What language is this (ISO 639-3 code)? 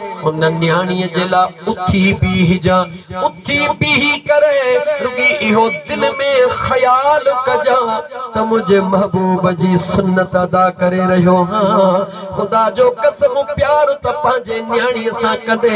snd